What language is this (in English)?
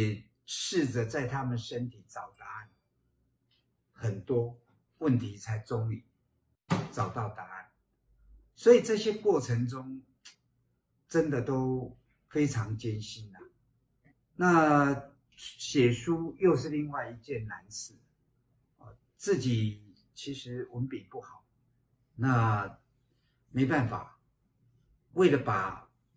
Chinese